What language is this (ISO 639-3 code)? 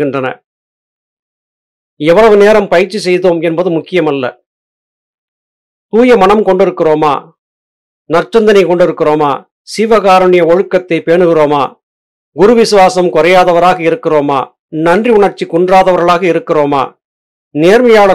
tam